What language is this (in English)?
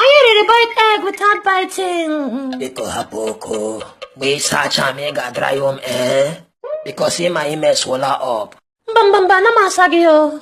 Igbo